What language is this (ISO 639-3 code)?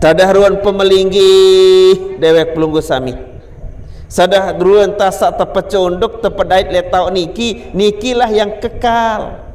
sas